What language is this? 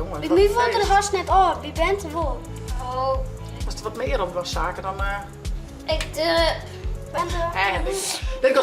Western Frisian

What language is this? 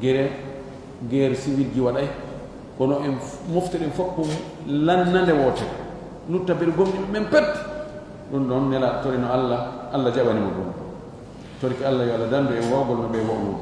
Fula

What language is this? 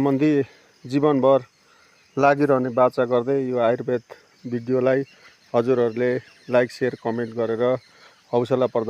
Nepali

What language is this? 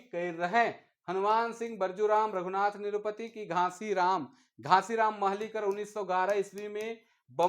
Sadri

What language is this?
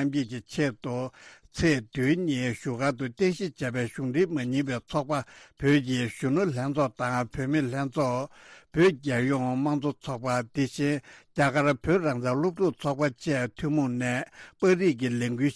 Tibetan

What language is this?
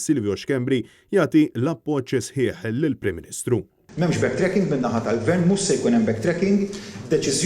Maltese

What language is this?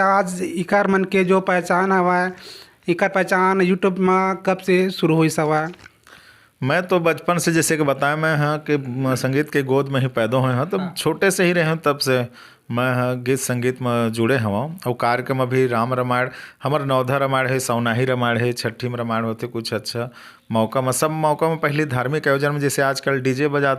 Chhattisgarhi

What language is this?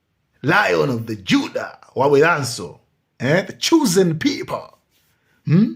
Nyanja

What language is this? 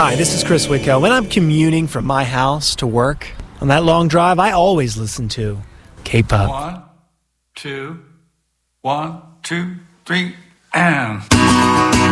English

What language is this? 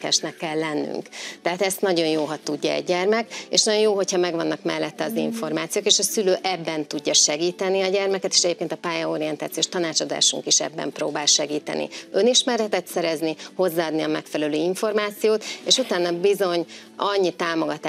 Hungarian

